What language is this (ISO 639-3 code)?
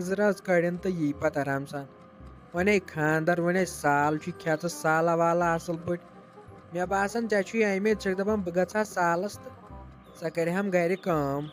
kas